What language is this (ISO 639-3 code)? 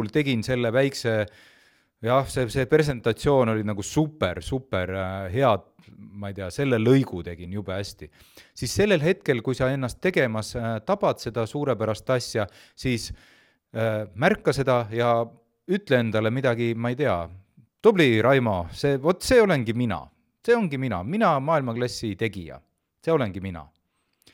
est